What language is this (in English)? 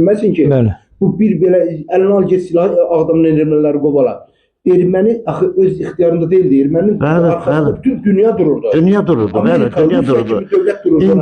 Azerbaijani